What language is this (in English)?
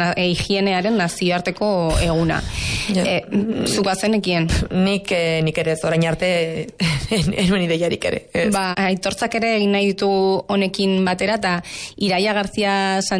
Basque